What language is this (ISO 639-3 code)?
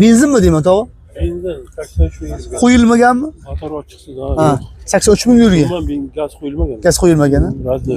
uzb